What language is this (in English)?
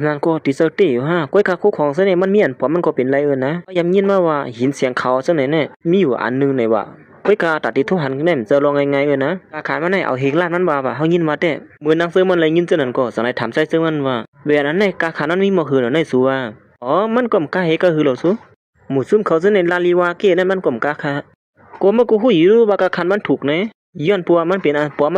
Shan